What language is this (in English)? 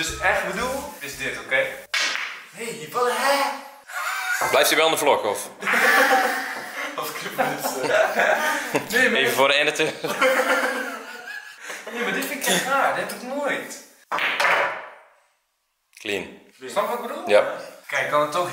Dutch